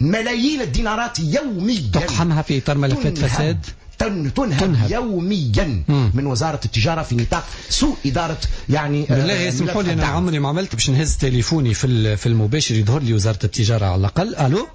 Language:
Tunisian Arabic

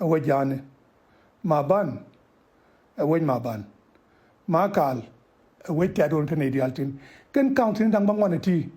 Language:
Nuer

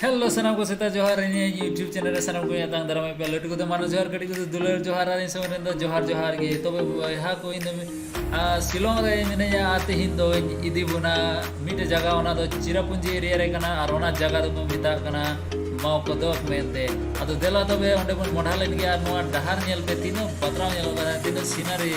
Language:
Santali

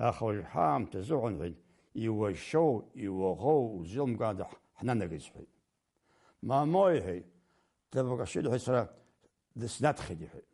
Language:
Abkhazian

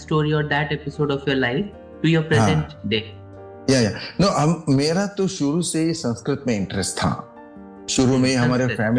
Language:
Hindi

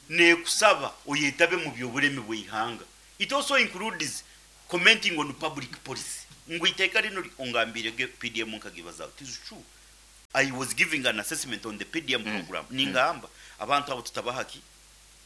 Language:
Nyankole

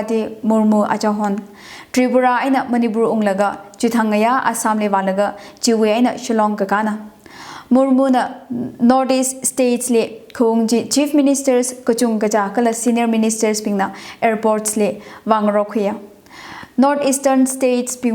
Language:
Tangkhul Naga (India)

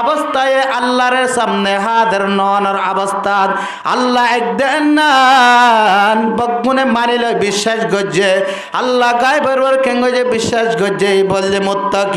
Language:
Rohingya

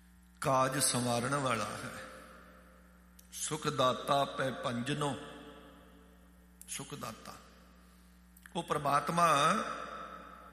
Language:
Punjabi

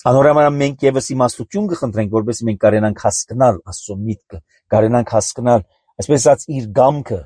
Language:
Armenian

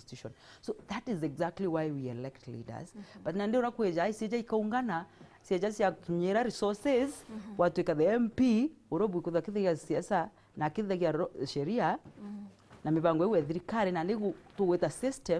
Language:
Meru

